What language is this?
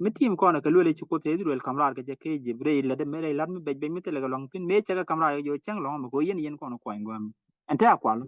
Nuer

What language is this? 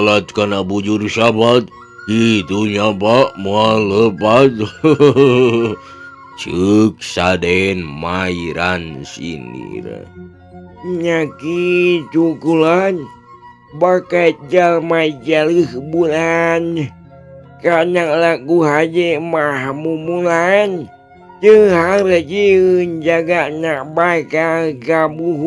Sundanese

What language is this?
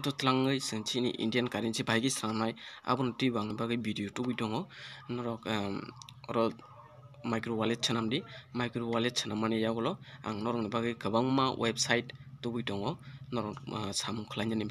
Kok Borok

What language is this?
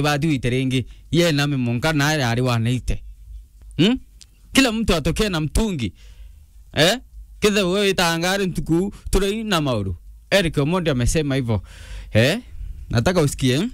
Meru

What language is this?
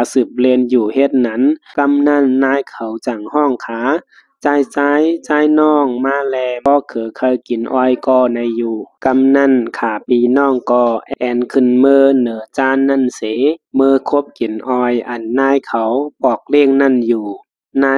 Shan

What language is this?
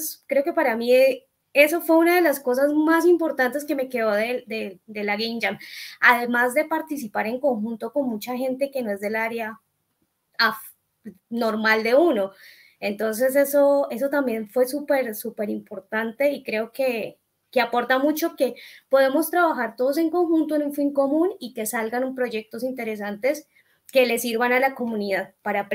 Spanish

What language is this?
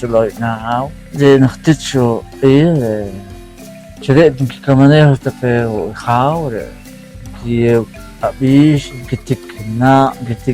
Poqomchi'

